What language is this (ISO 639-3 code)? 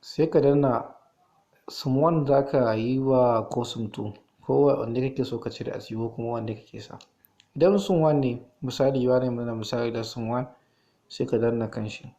hau